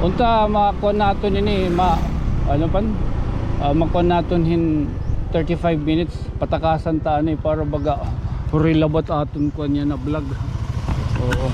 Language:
Waray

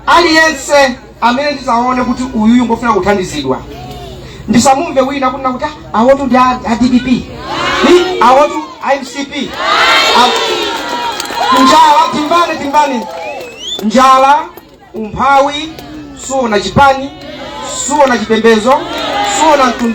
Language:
Nyanja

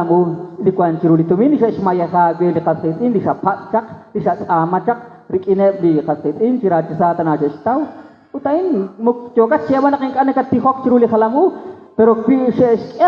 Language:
Kekchí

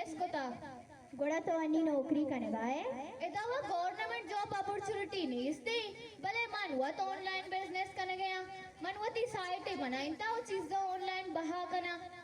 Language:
Baluchi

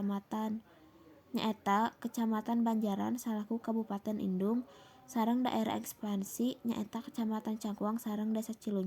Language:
Sundanese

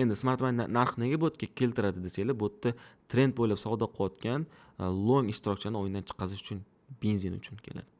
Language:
Uzbek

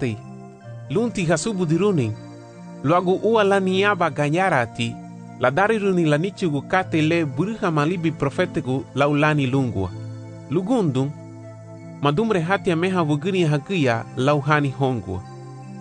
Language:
Garifuna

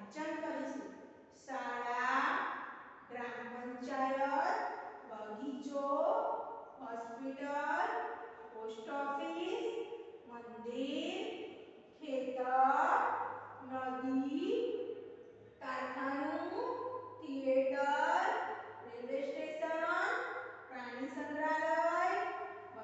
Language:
Gujarati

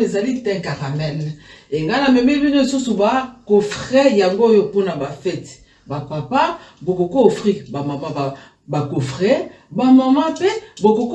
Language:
Lingala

